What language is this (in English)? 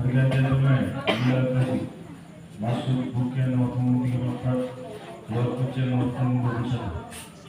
Ambonese Malay